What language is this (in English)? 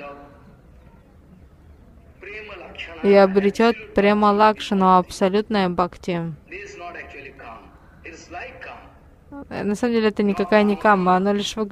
Russian